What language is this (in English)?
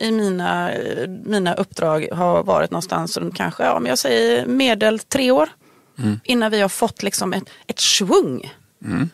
Swedish